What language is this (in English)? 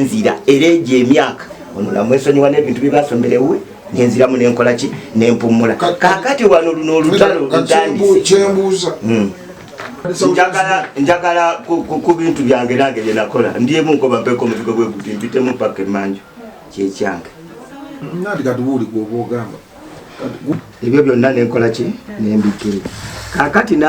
Ganda